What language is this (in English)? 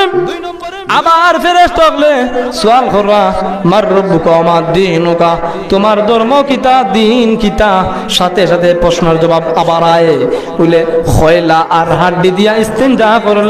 Sylheti